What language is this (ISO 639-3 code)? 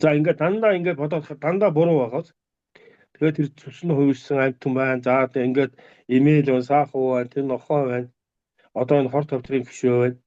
mon